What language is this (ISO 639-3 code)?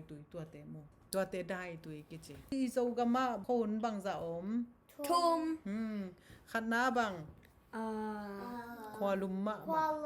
ctd